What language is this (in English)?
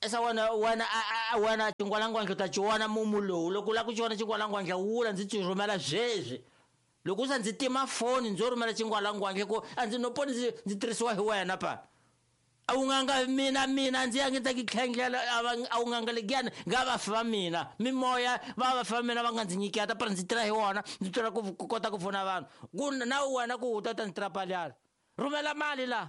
Tsonga